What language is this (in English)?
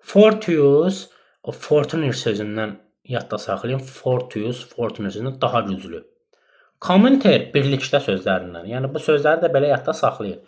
Azerbaijani